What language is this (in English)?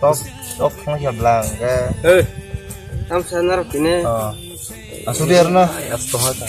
Kok Borok